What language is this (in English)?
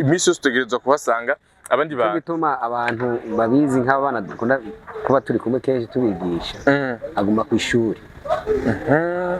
Rundi